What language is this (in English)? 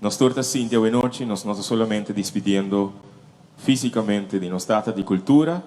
Papiamento